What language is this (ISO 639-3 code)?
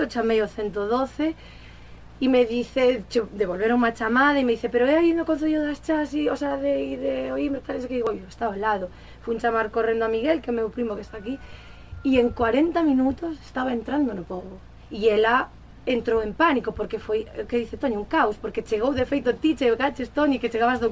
glg